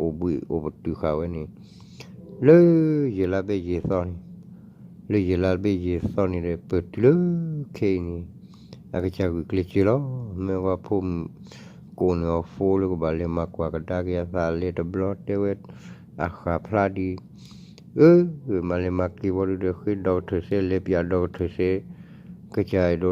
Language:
S'gaw Karen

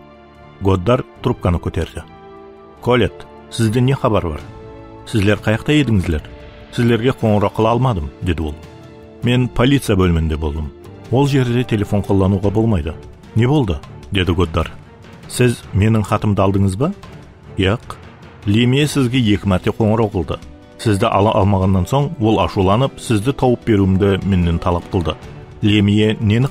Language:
Kara-Kalpak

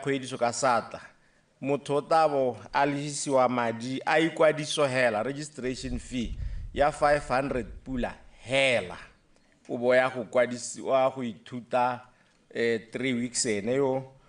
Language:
Tswana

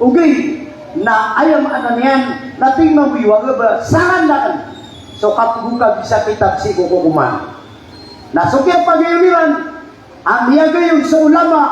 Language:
Maranao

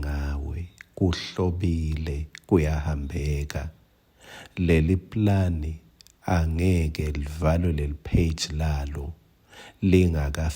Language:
Swati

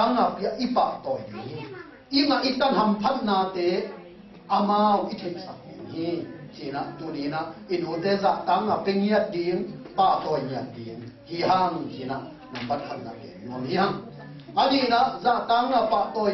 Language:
Tedim Chin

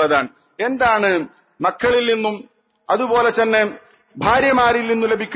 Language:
Malayalam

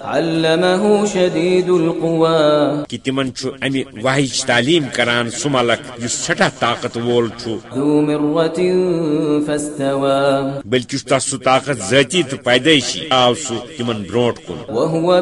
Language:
Kashmiri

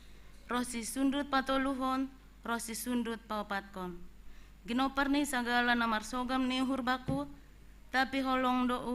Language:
Batak Simalungun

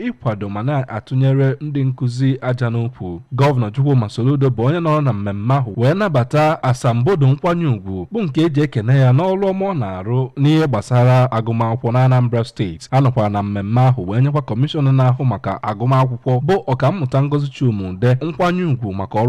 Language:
Igbo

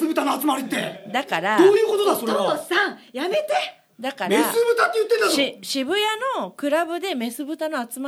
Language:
Japanese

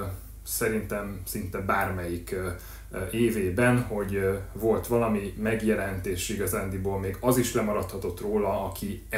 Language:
Hungarian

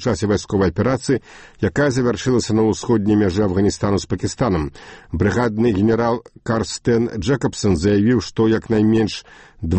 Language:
Belarusian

